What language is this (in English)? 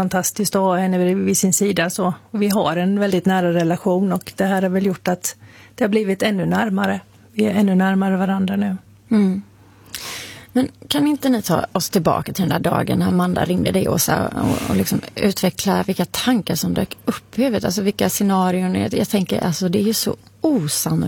Swedish